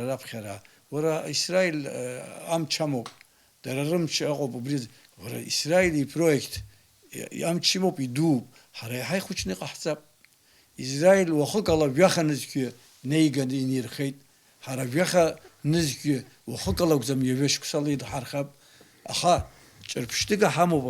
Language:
Abkhazian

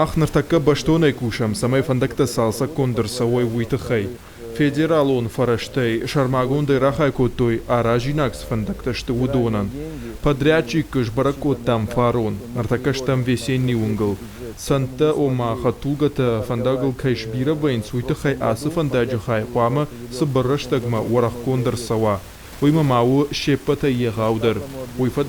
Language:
Ossetic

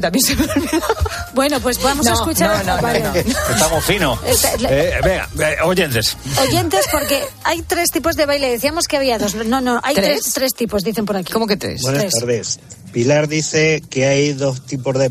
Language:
Spanish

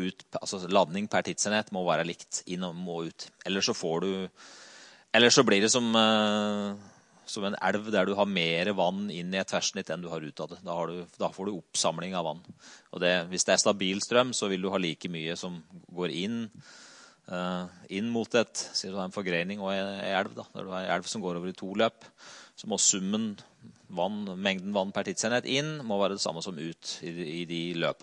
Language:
Norwegian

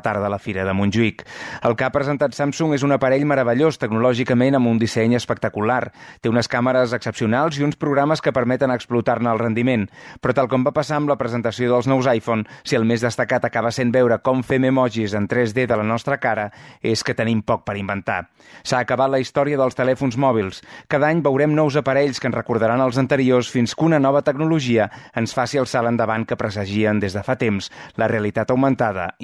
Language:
Catalan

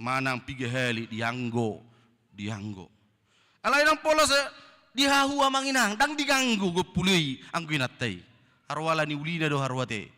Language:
Batak Toba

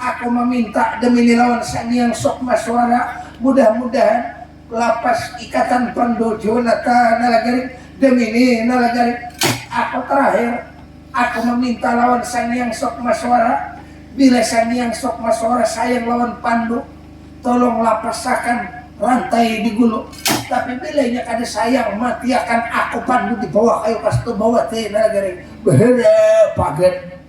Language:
Banjar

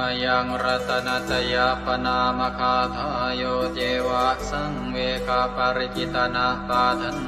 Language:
Pali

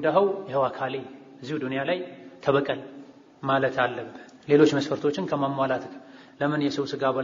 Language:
Amharic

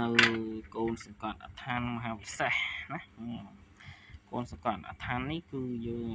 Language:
Khmer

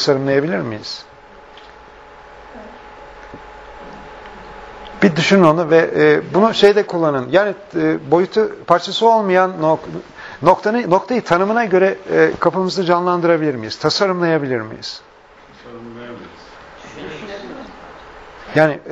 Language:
Turkish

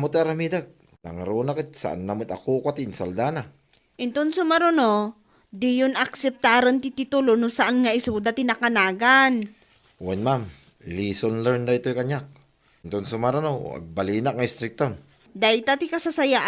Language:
Iloko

